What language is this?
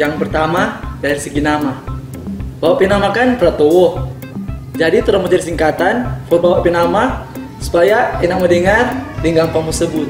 Manado Malay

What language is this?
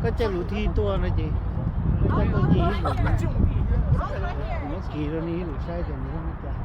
Hmong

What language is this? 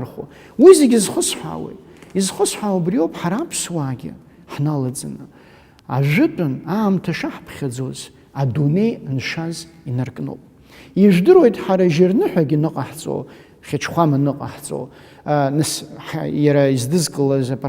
Abkhazian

